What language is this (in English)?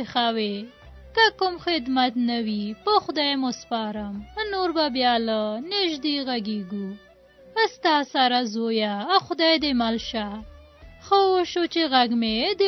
Pashto